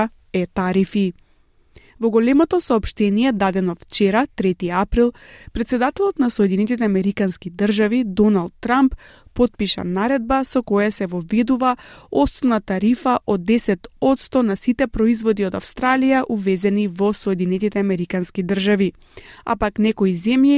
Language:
Macedonian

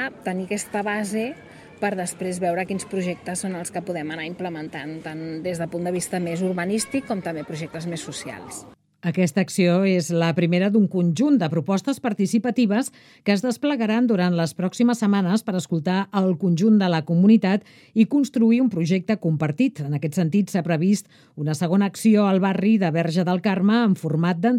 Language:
Catalan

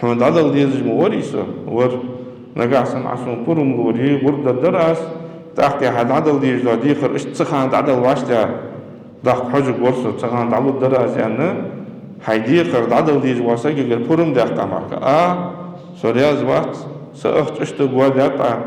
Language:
Ingush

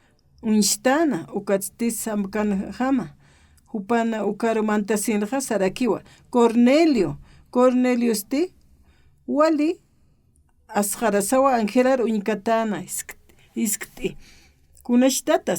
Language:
Aymara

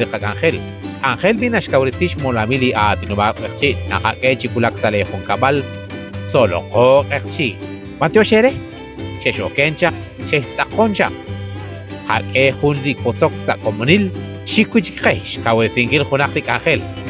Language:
Kekchí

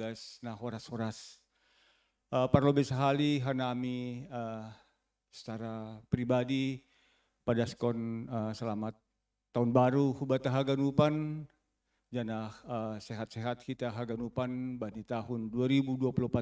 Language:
Batak Simalungun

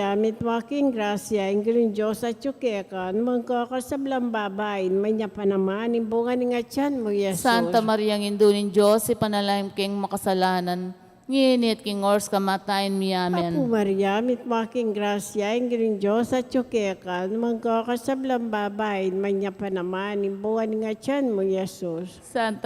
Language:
Pampanga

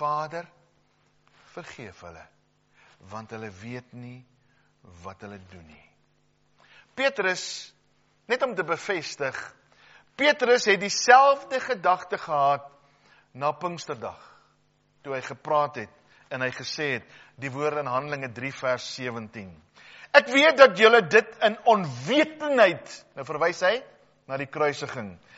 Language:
Afrikaans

